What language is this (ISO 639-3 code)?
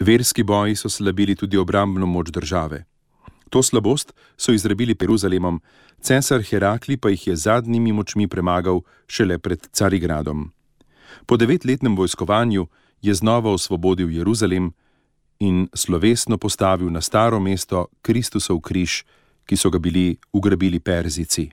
slv